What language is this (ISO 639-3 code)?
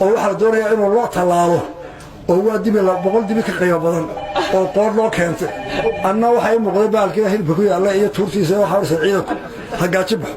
som